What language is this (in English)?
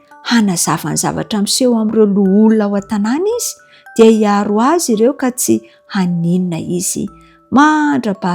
Malagasy